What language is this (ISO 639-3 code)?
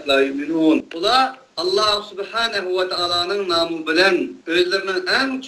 uig